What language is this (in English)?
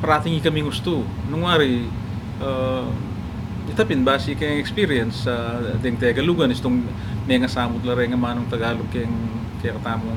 Pampanga